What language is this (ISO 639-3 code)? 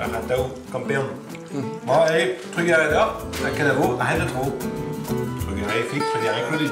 bre